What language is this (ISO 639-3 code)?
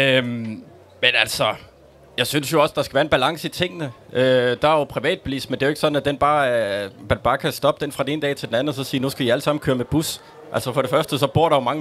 dan